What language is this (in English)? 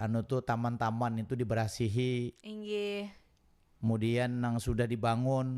Banjar